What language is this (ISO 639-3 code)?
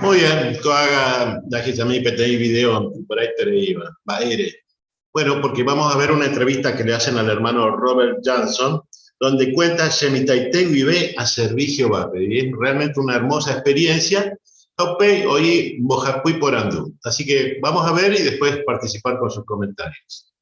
grn